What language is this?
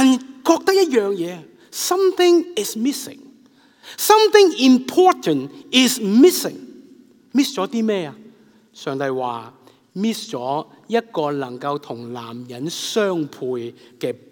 Cantonese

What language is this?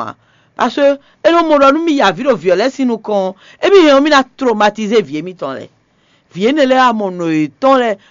Fon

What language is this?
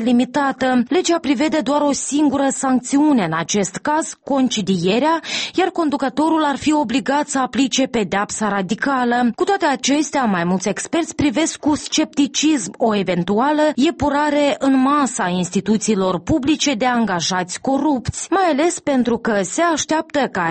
Romanian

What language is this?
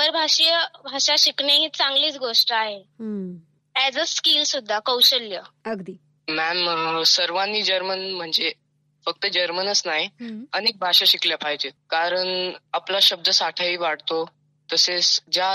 Marathi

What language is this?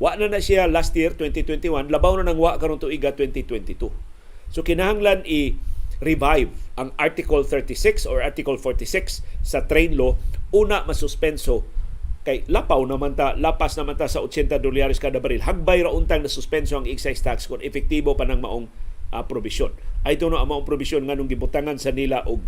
Cebuano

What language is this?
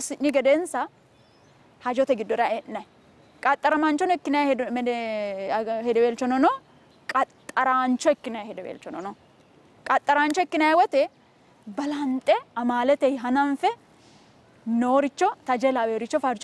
Sidamo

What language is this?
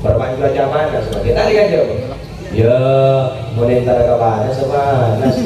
Madurese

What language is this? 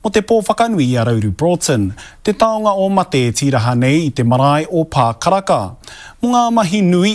Māori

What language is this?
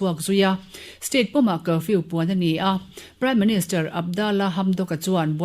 Mizo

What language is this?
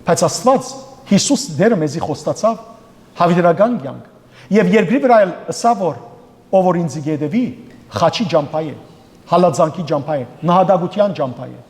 Western Armenian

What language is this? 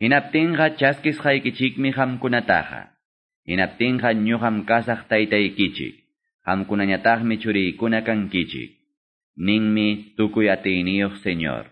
Ayacucho Quechua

